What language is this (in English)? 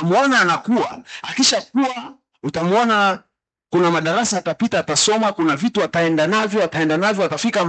Swahili